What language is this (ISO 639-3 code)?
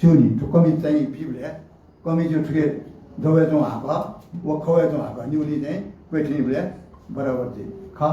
new